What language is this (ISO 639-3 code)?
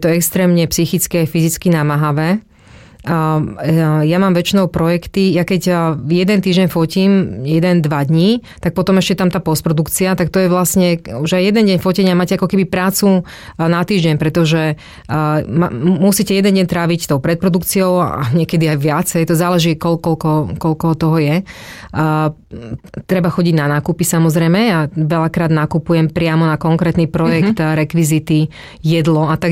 slk